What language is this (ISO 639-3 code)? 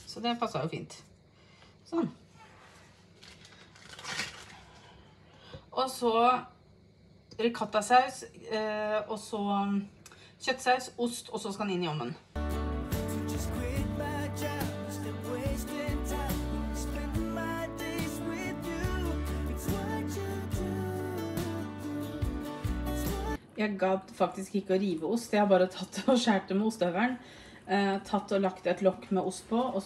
nor